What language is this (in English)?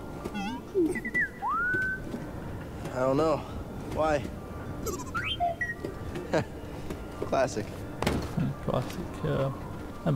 Czech